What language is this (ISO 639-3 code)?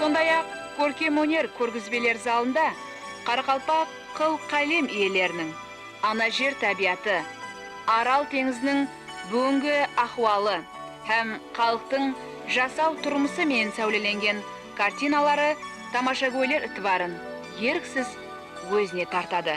kaa